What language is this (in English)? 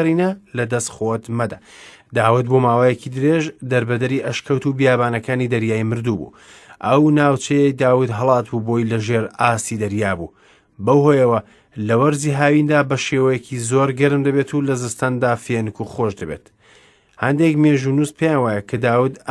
Central Kurdish